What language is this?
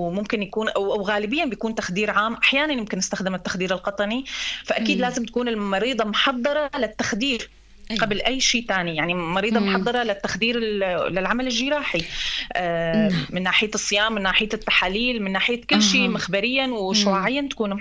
North Levantine Arabic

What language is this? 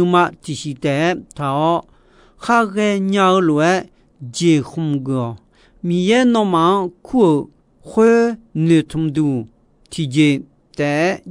Akha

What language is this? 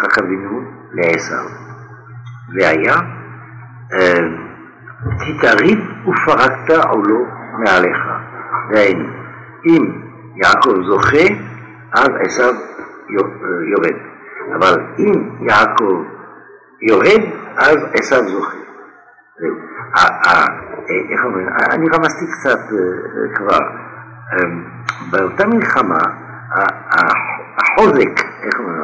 Hebrew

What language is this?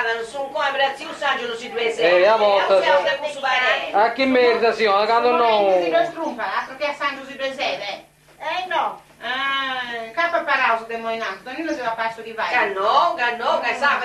Sardinian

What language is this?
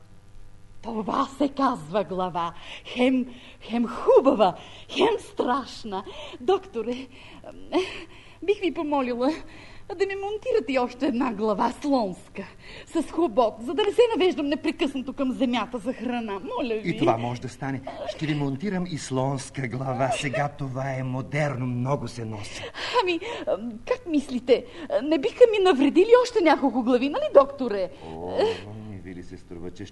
Bulgarian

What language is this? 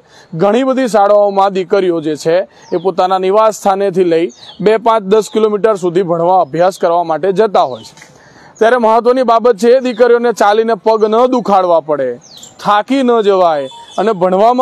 Gujarati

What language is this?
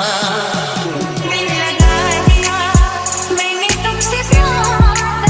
Hindi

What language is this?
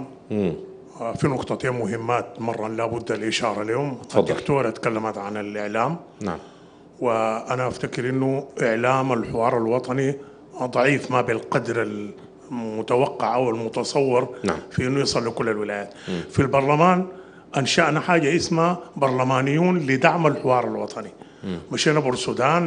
Sudanese Arabic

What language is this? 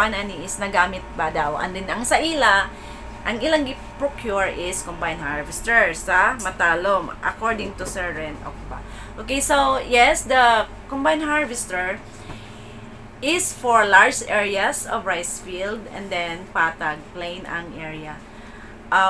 Cebuano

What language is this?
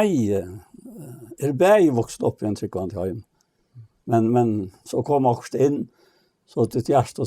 Faroese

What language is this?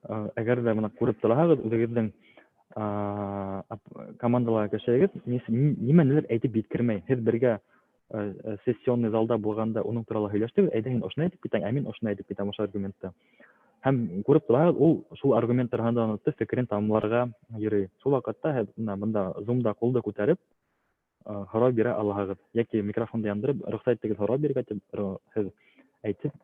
Bashkir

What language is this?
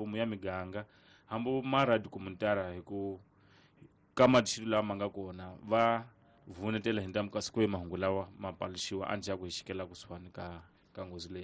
Tsonga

